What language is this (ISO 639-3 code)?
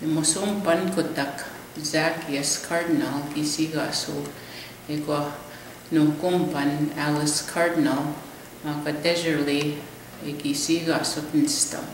crk